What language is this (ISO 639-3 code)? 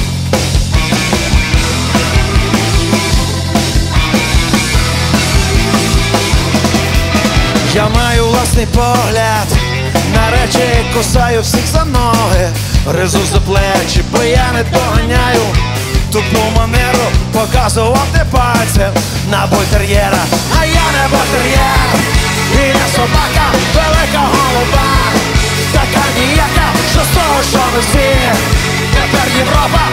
ukr